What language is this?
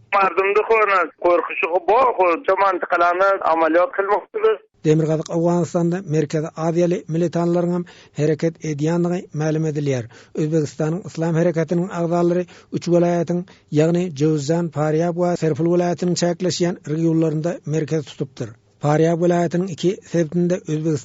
Turkmen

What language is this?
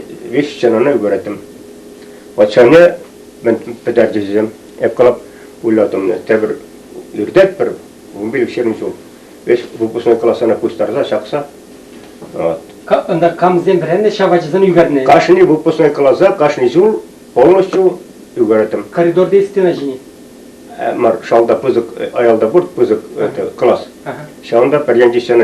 Chuvash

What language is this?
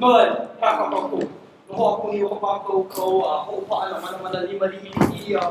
Hawaiian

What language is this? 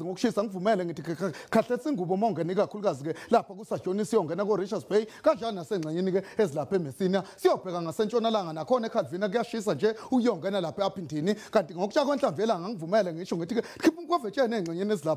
Zulu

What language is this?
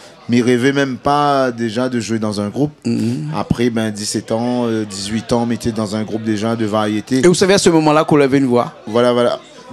Réunion Creole French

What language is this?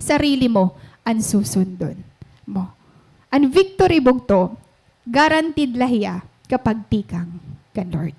Waray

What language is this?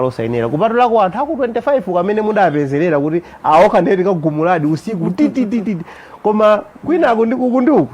Nyanja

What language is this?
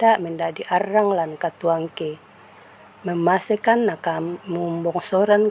Toraja-Sa'dan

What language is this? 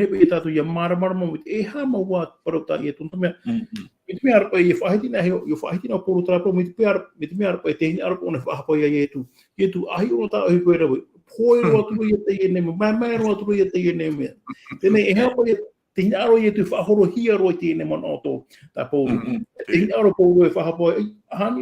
Tahitian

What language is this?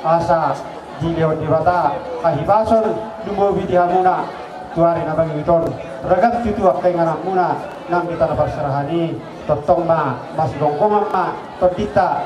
Batak Toba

